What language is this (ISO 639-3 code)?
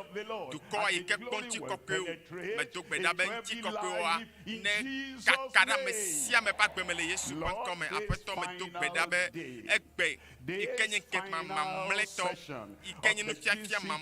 ewe